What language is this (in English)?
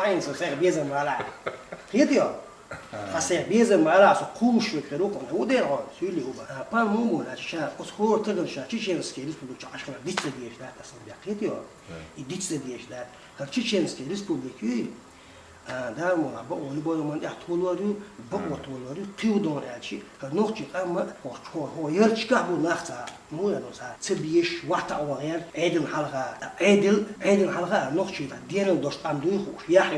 Chechen